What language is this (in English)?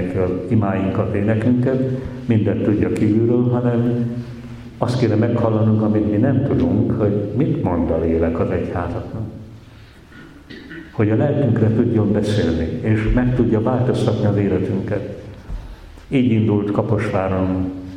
Hungarian